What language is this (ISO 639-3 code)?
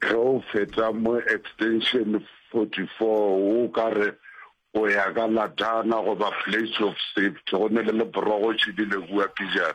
nso